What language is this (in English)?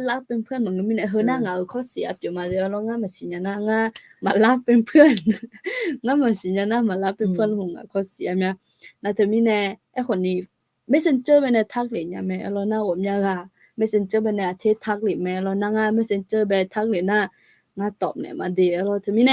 Akha